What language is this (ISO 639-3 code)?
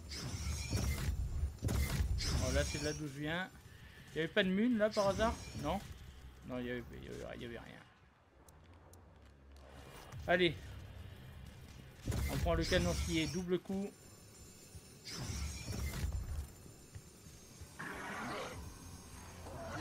fra